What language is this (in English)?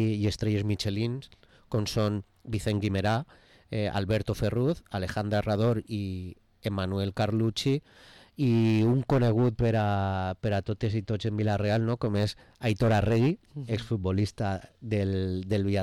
Catalan